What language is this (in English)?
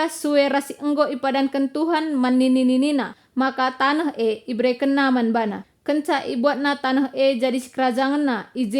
Batak Karo